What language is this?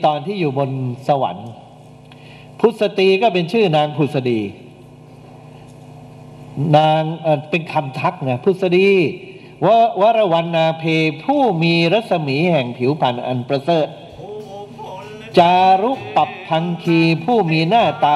Thai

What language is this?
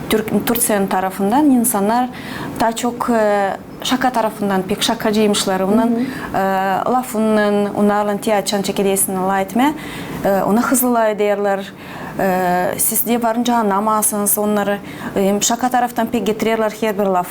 Gagauz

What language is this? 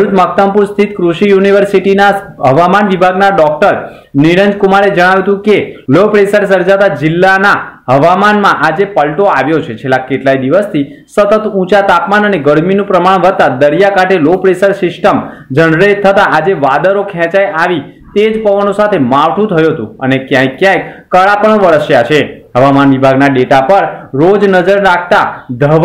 Gujarati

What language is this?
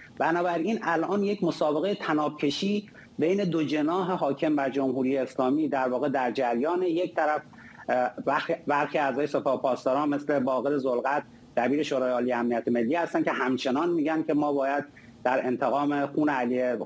Persian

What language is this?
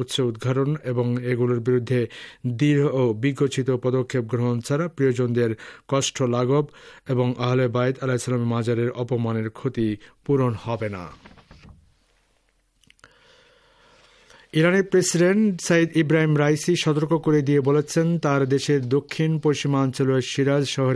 Bangla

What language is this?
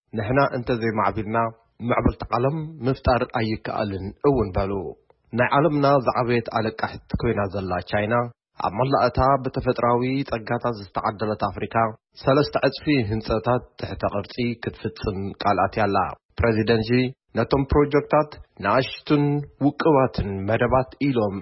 Tigrinya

